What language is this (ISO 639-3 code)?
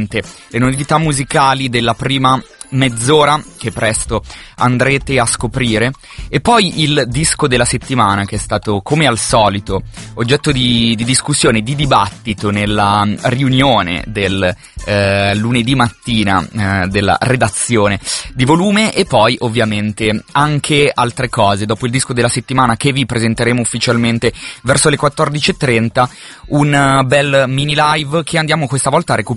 ita